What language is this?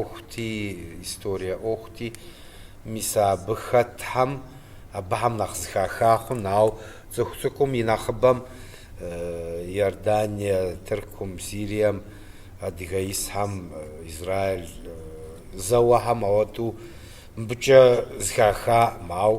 Kabardian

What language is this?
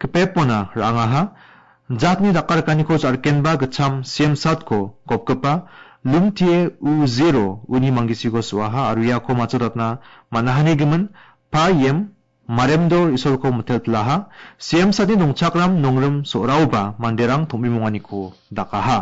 Garo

